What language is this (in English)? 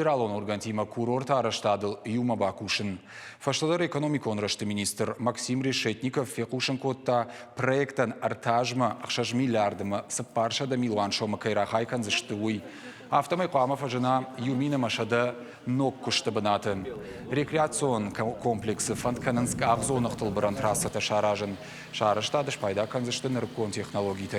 Ossetic